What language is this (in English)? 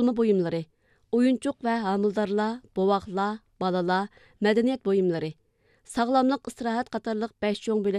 Uyghur